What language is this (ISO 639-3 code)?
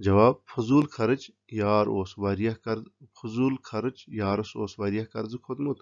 kas